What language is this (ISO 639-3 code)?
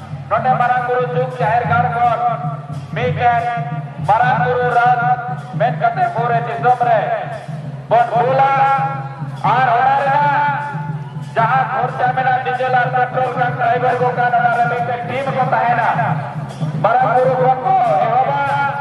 sat